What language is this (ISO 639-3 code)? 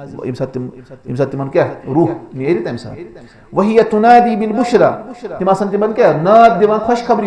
kas